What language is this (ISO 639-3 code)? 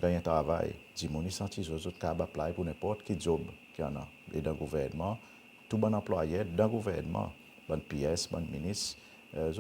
crs